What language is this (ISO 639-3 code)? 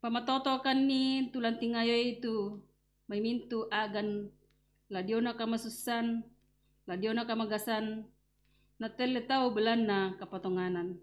sda